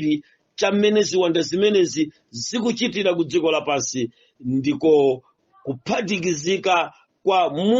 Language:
Nyanja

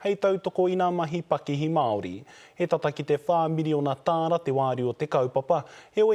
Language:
Māori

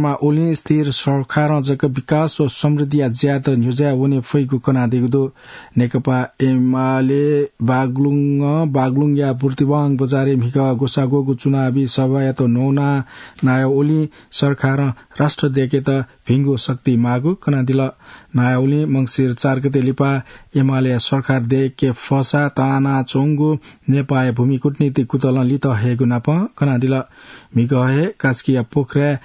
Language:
Newari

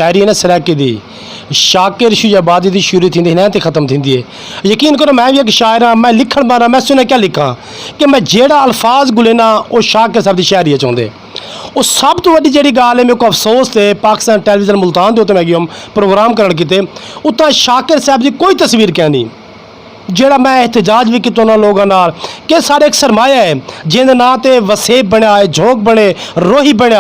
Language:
Saraiki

